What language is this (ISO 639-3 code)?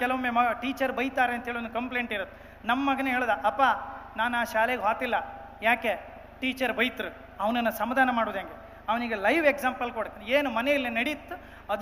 kan